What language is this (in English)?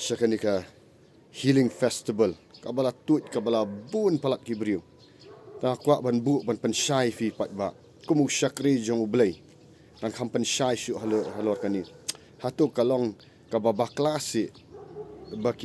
Khasi